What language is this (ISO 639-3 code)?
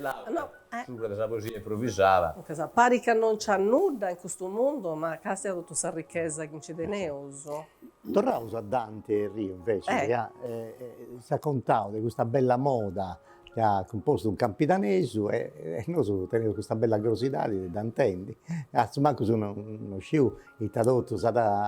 srd